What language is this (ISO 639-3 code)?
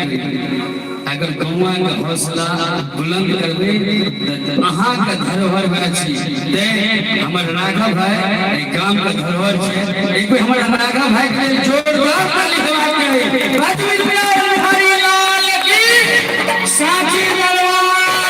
mai